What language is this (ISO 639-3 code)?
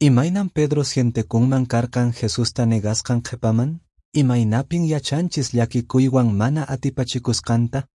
que